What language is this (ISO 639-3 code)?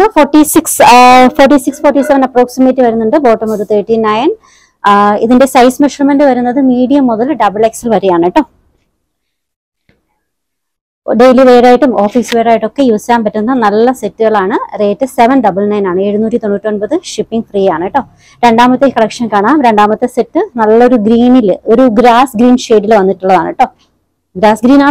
mal